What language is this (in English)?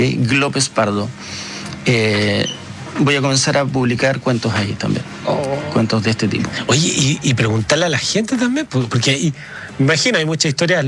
Spanish